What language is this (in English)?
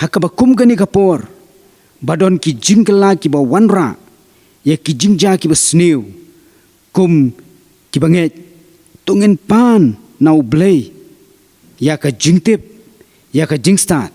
Khasi